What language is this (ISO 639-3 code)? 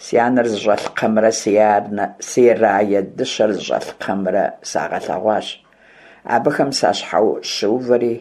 kbd